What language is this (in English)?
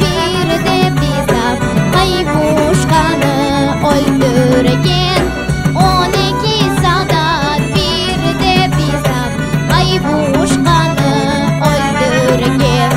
Crimean Tatar